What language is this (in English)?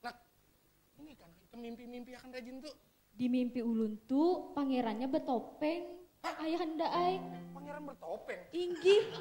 Banjar